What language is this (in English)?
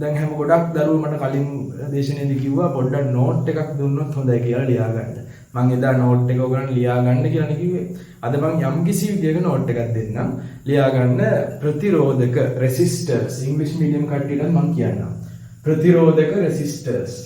Sinhala